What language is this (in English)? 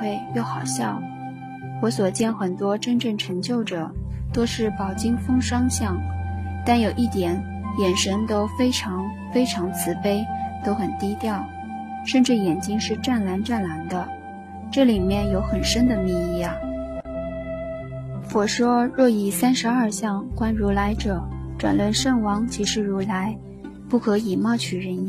Chinese